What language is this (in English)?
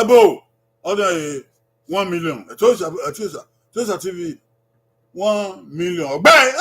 Bini